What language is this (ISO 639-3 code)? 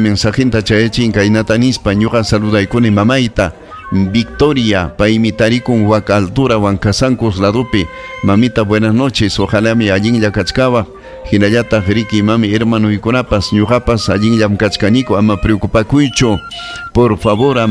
quy